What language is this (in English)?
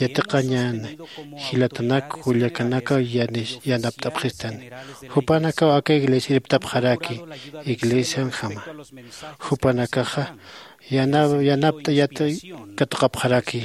Aymara